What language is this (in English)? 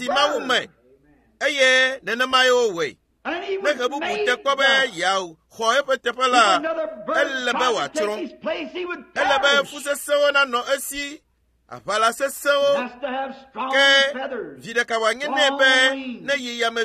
Ewe